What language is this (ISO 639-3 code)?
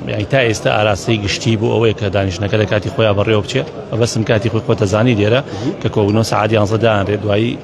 ckb